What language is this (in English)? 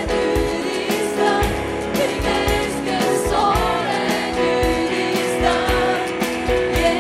Estonian